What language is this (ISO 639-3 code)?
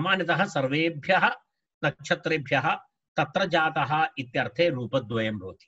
san